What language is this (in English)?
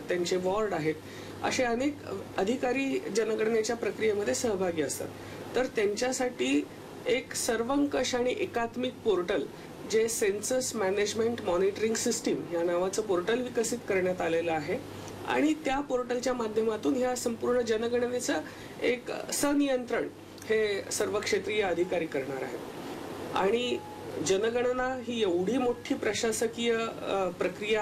Marathi